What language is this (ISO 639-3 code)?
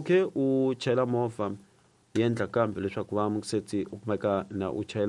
tso